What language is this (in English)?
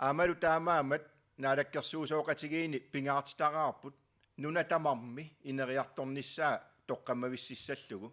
Kalaallisut